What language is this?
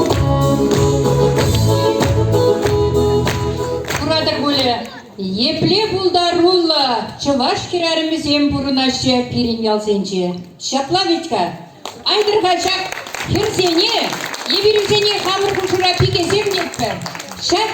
Chuvash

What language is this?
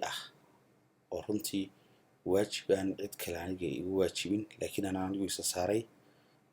Somali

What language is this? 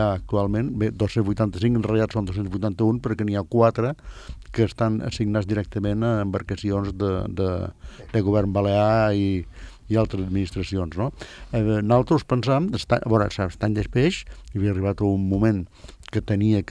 Catalan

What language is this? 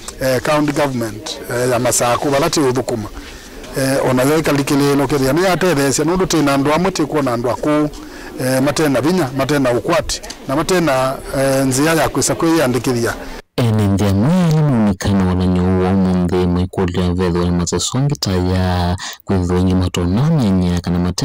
Kamba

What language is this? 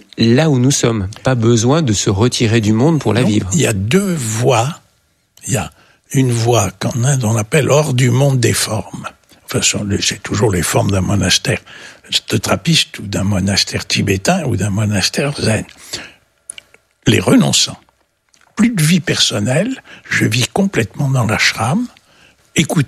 French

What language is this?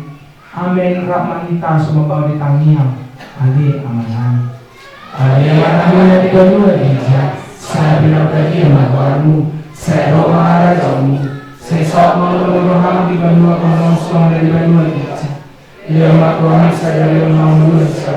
Batak Toba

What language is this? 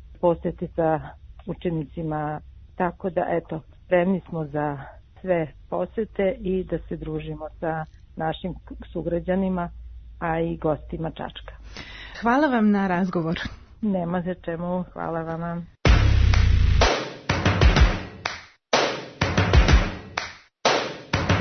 Serbian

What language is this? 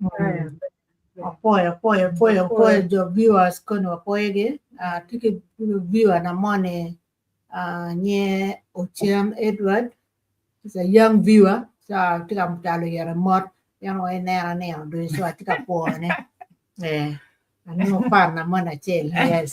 Acoli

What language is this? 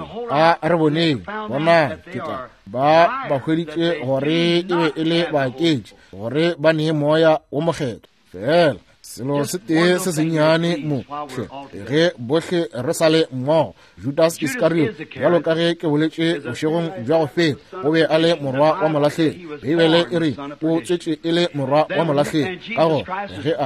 Northern Sotho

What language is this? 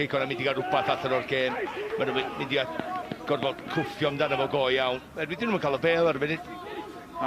Welsh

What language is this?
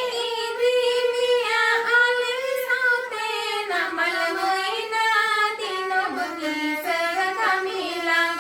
Santali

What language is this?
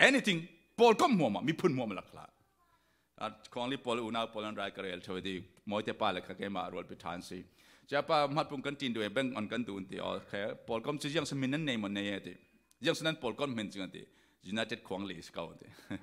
Falam Chin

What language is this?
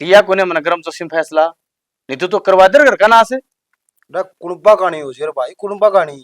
Haryanvi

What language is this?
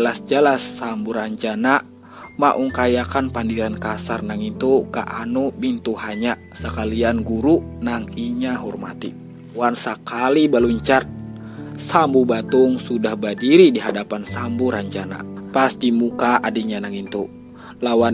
Banjar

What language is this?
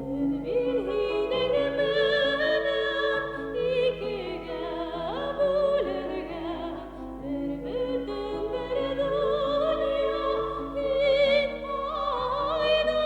Bashkir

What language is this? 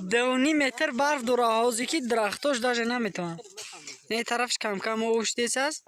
Tajik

